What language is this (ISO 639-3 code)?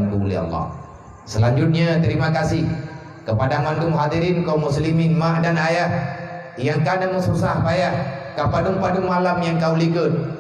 ace